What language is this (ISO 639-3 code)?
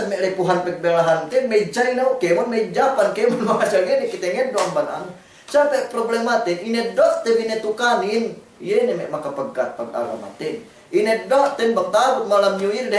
yka